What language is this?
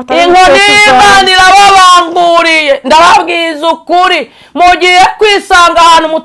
Kinyarwanda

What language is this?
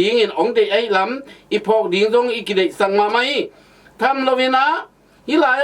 Tedim Chin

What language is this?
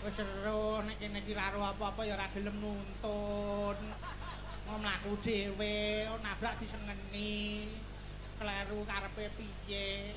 Javanese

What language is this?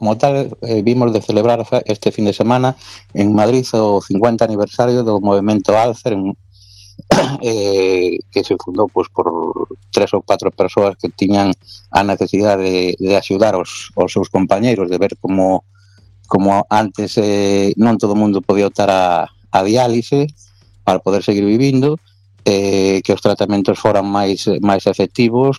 Galician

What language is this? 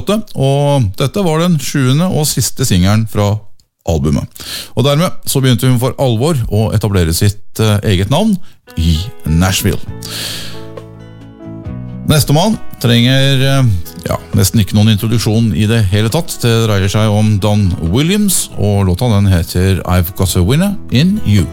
Norwegian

